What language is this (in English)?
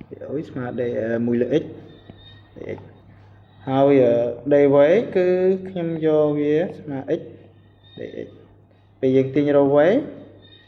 Khmer